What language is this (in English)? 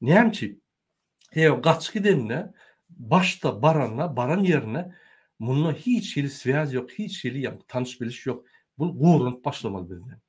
Turkmen